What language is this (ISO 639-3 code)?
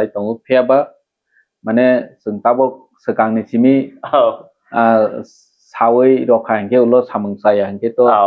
trp